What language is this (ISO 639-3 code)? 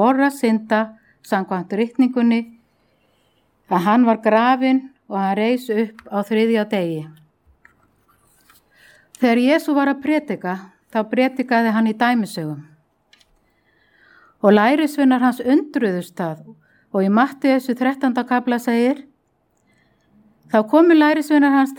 isl